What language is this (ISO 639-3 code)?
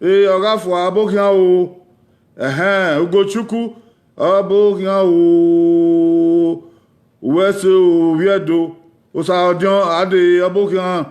bin